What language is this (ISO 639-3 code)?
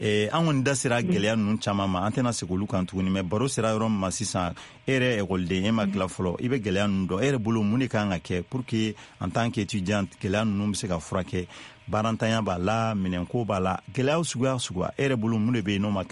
bam